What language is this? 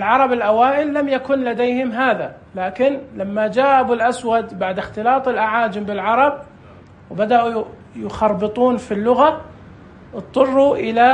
Najdi Arabic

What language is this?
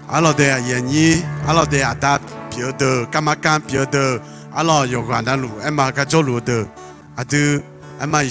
Akha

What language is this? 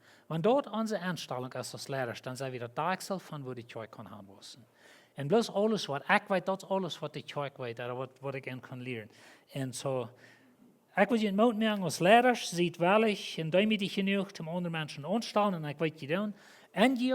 Plautdietsch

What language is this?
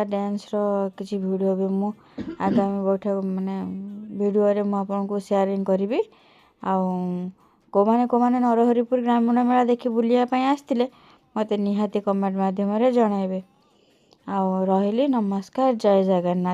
Odia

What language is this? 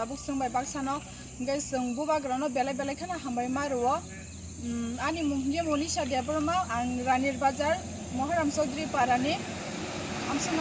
Kok Borok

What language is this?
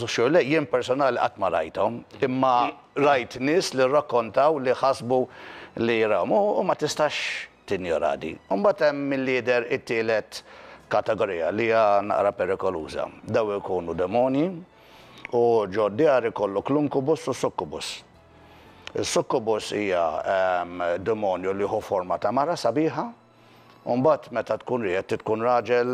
Maltese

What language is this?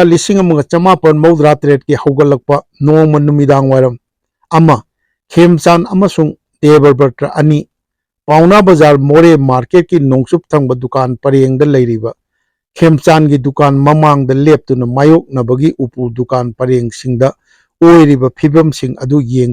Manipuri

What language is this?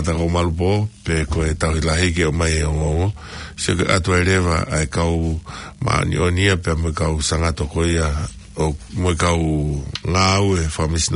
Tongan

